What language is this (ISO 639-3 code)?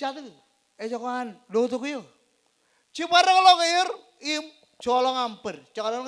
mah